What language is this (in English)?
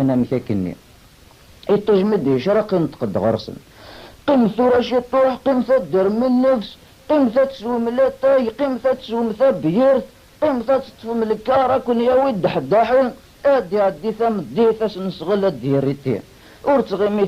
Kabyle